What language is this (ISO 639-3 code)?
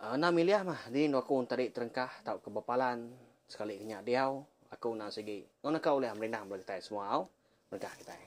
iba